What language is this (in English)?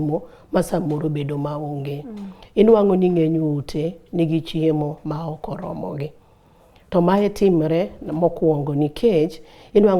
Luo (Kenya and Tanzania)